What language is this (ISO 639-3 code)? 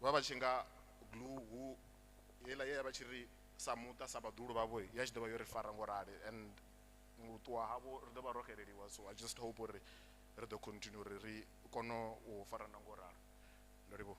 ven